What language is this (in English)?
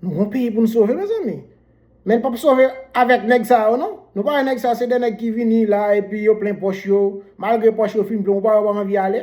Haitian Creole